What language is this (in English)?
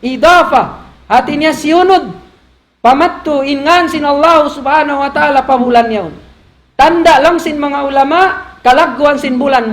Tausug